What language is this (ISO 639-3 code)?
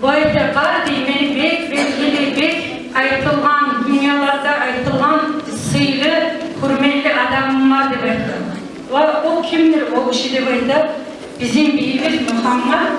kum